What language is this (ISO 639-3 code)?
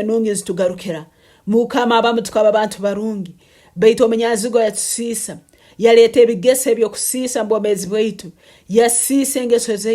nyn